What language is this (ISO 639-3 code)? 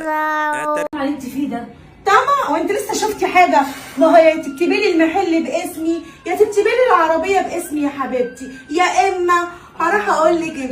arz